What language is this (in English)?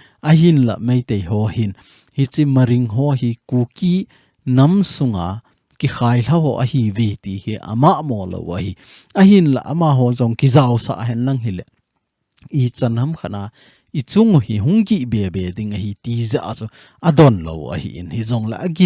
Thado Chin